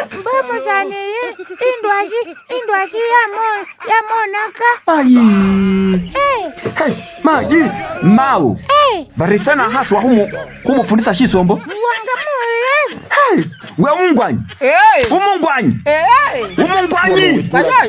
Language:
Masaaba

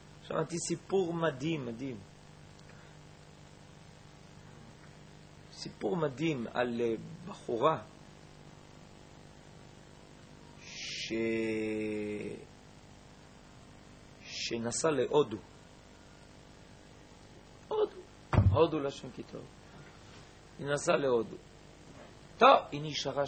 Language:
Hebrew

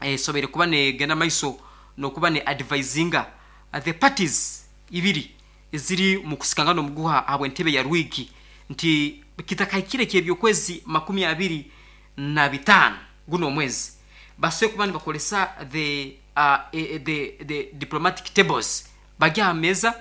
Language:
Nyankole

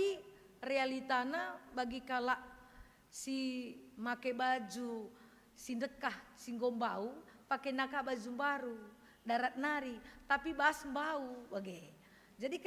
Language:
Batak Karo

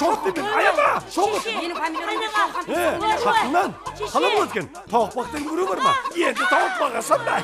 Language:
Kara-Kalpak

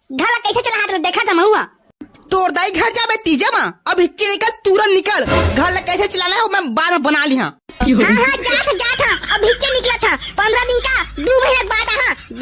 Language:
Chhattisgarhi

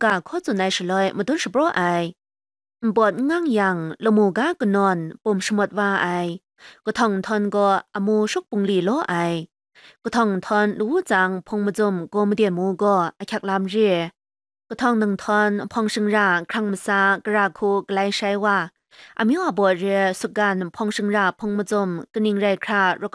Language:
Kachin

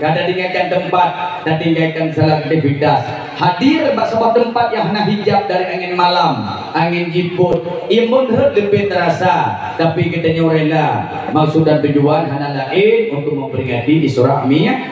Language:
Achinese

